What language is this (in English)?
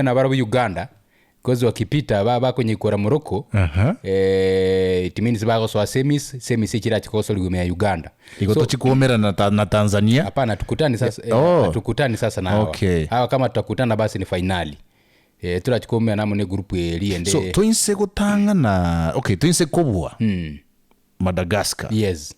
Gusii